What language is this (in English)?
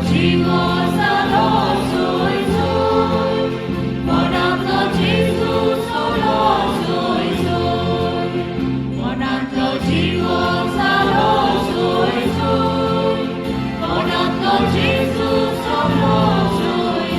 Konkani